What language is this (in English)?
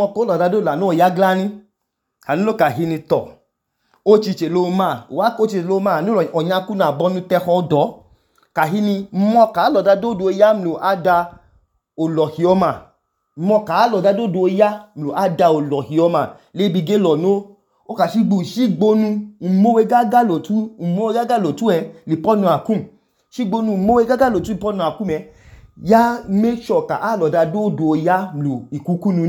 Idoma